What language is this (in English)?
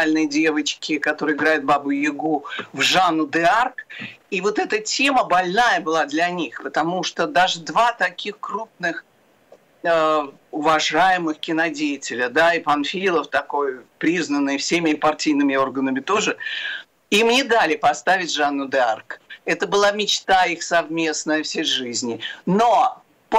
Russian